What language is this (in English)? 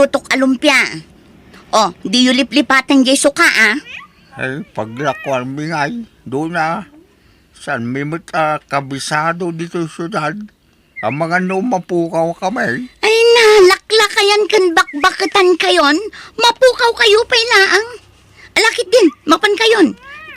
Iloko